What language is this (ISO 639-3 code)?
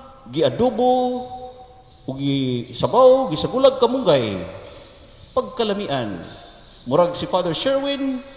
ceb